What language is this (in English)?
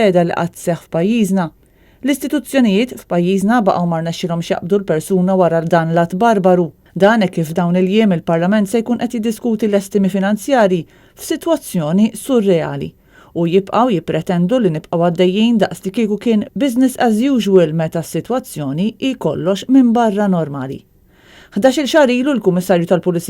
Maltese